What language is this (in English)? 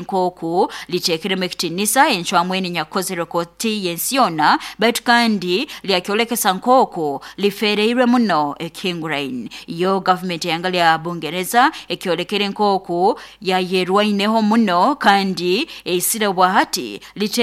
Nyoro